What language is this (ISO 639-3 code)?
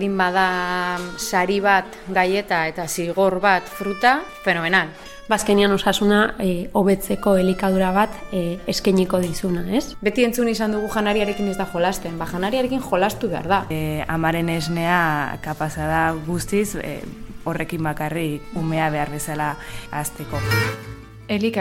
eus